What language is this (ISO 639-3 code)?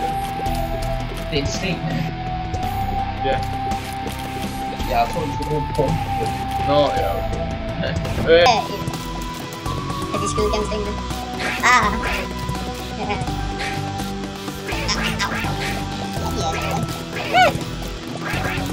dan